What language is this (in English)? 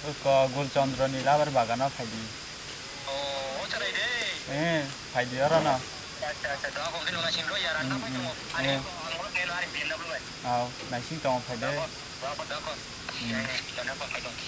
Kok Borok